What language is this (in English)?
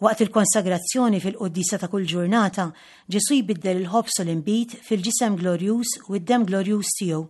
Maltese